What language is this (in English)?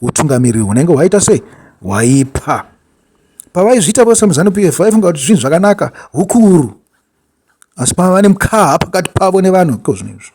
Shona